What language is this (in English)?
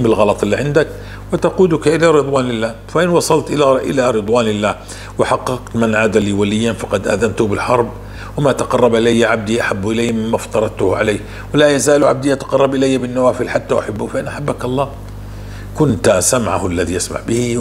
North Levantine Arabic